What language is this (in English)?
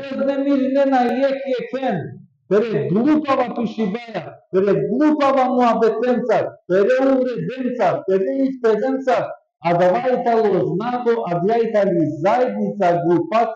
Balkan Romani